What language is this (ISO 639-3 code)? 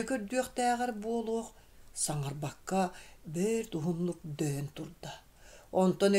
sah